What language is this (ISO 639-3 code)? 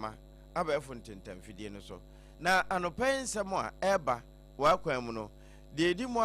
aka